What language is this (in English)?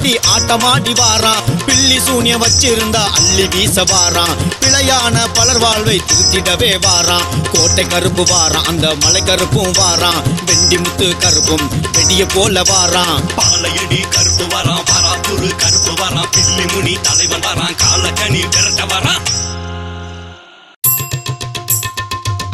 Tamil